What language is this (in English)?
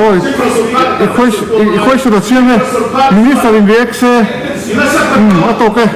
Mizo